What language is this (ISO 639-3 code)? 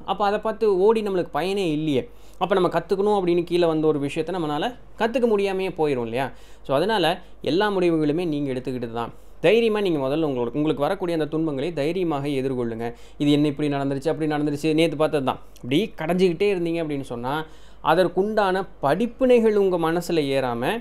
tam